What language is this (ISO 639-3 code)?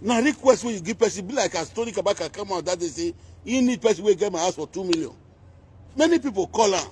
pcm